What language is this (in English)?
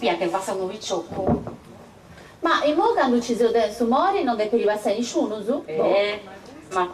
Sardinian